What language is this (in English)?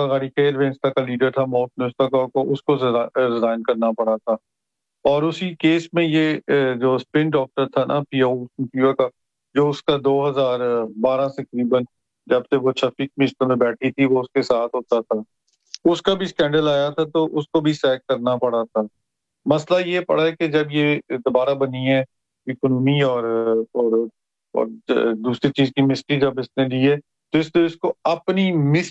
Urdu